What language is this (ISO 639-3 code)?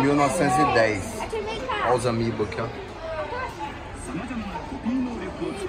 por